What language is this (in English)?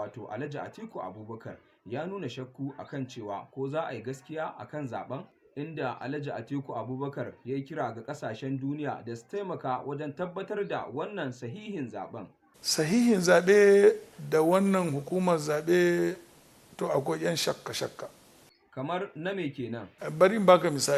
Hausa